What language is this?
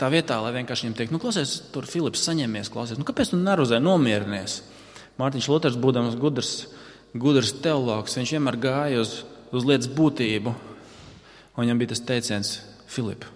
Latvian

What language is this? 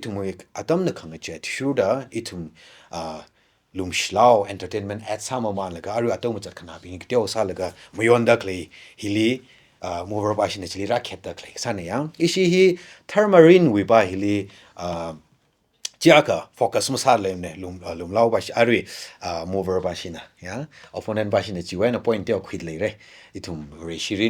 Tangkhul Naga (India)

